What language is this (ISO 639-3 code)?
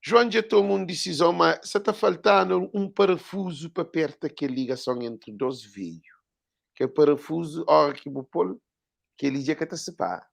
kea